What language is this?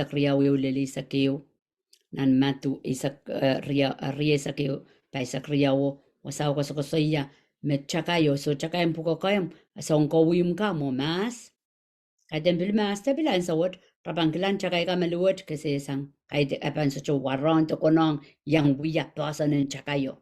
Pohnpeian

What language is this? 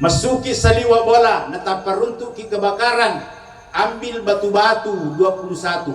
Buginese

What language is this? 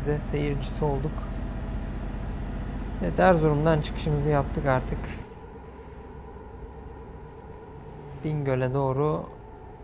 Turkish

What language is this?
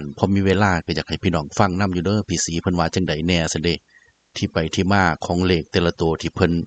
Northeastern Thai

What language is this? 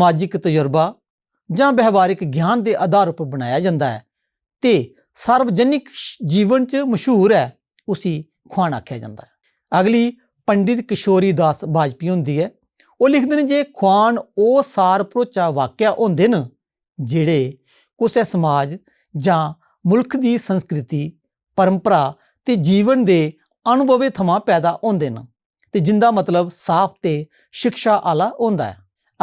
Dogri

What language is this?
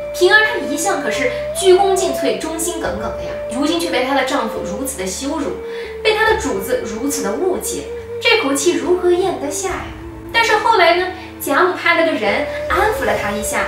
Chinese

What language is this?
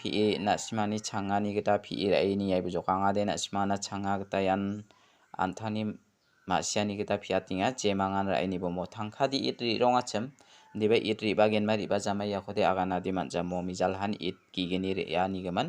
Garo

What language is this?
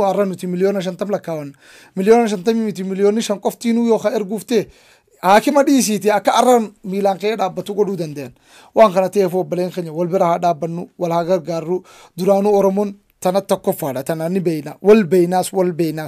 Oromo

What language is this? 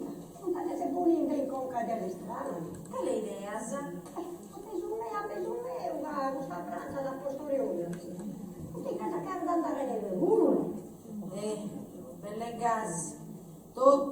Sardinian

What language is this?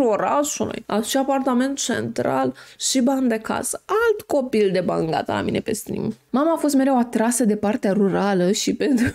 Romanian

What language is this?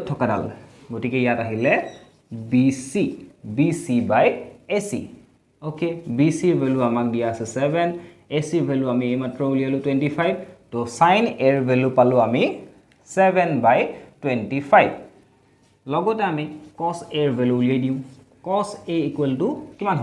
Assamese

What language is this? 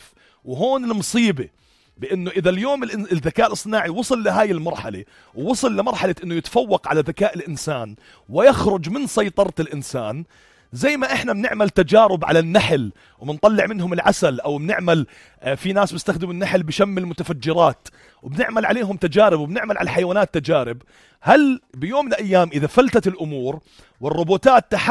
North Levantine Arabic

